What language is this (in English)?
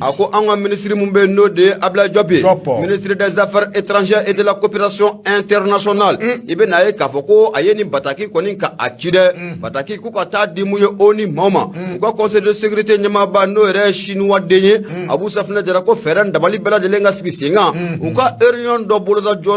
Bambara